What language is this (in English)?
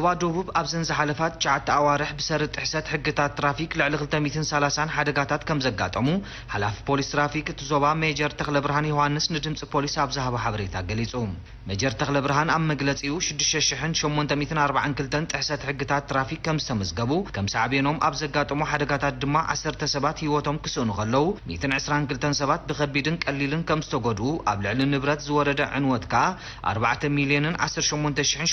Tigrinya